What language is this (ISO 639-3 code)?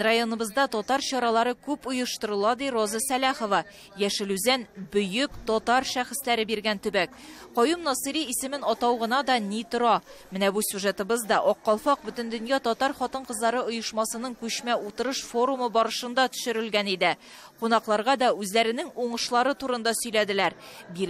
tat